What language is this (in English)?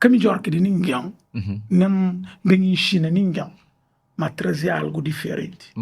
Kabuverdianu